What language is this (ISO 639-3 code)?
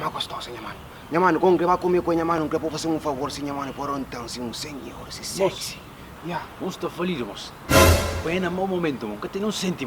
kea